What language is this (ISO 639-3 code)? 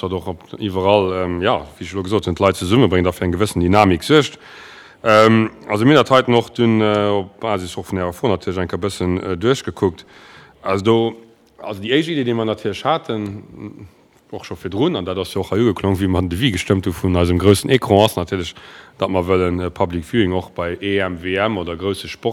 ltz